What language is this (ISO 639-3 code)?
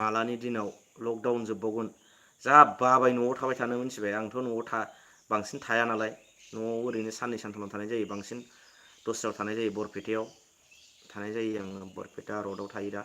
brx